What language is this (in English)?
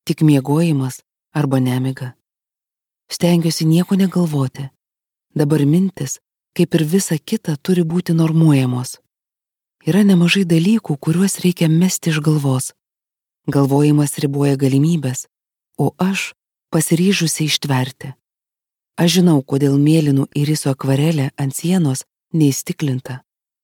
Lithuanian